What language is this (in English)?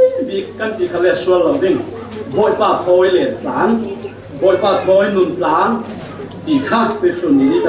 Falam Chin